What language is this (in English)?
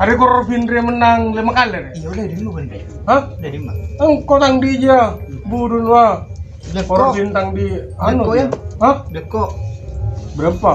Madurese